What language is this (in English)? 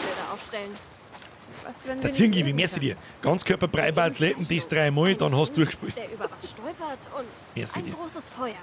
Bavarian